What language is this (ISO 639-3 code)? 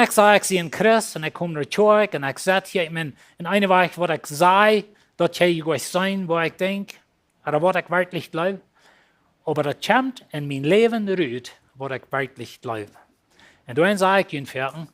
pdt